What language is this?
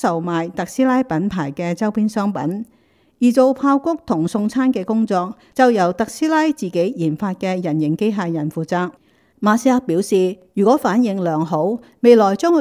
Cantonese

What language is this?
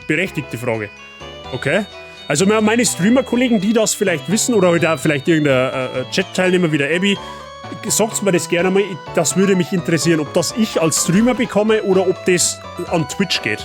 Bavarian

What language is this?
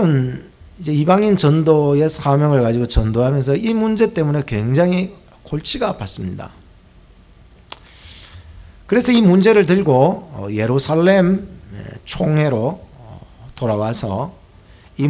Korean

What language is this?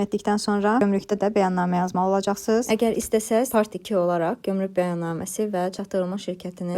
Azerbaijani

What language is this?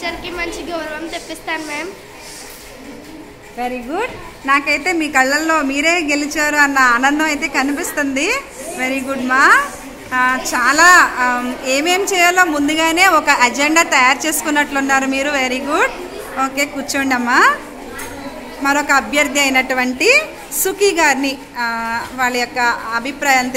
Telugu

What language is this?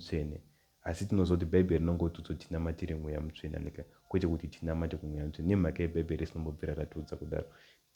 Shona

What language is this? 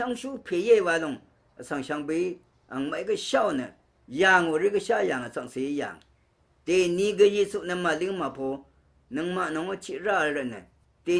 Rawang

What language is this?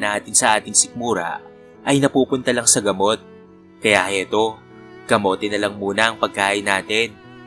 Filipino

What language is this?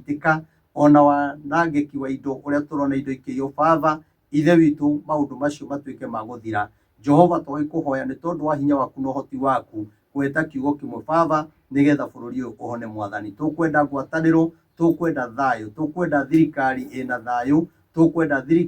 Kikuyu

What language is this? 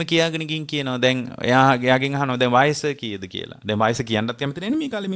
Sinhala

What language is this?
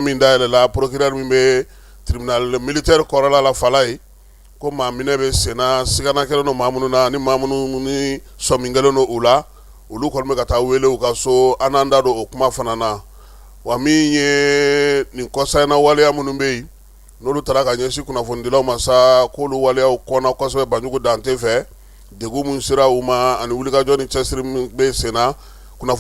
Bambara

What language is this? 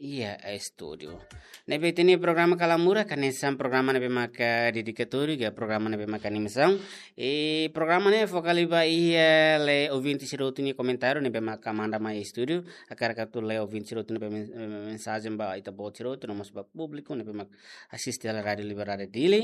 Tetum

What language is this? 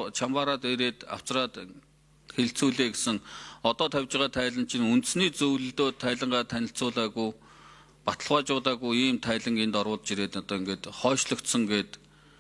Mongolian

